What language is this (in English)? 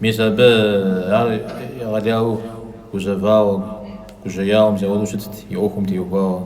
Kabardian